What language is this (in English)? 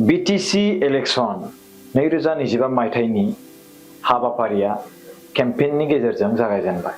Bodo